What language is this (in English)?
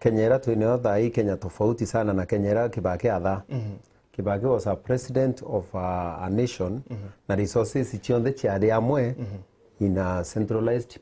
Meru